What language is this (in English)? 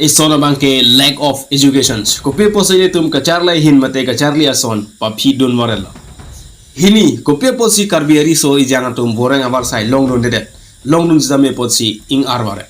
Karbi